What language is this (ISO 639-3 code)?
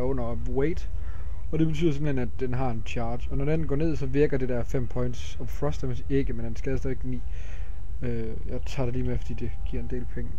dan